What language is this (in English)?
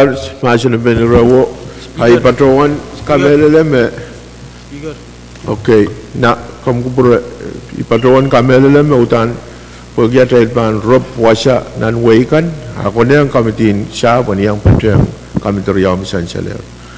Pohnpeian